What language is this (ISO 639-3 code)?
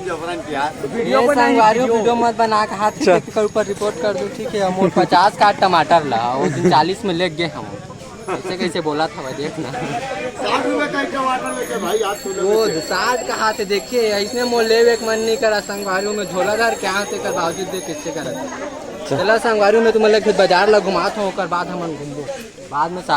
hne